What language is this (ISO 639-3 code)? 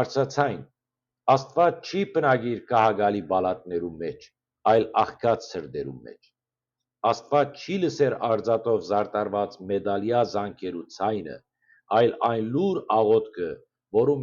hyw